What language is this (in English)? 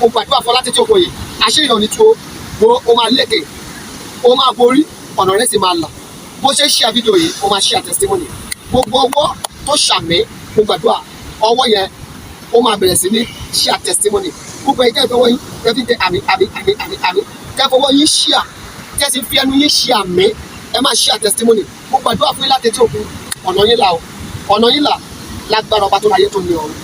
Yoruba